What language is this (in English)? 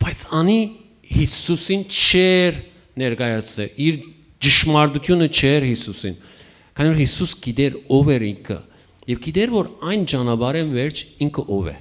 Western Armenian